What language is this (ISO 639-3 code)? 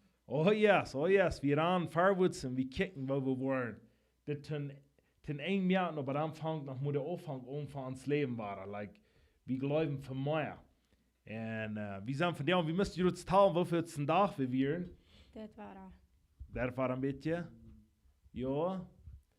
pdt